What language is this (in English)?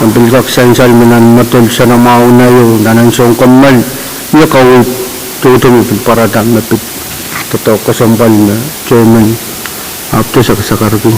Pohnpeian